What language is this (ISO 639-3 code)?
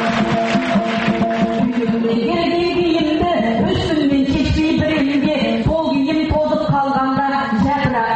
kaz